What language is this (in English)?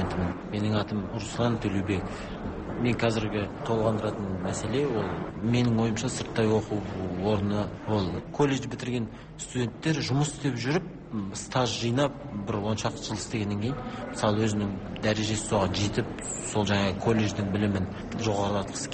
Kazakh